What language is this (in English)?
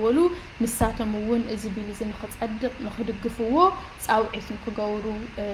Tigrinya